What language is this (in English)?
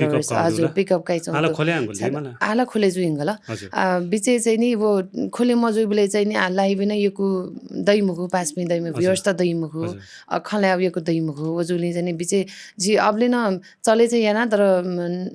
Newari